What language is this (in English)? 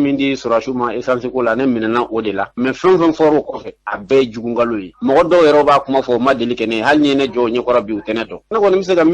Bambara